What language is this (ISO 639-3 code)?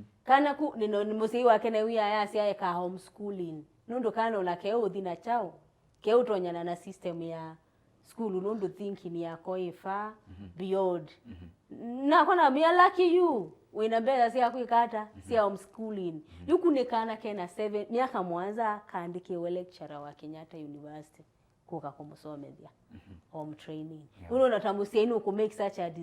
kam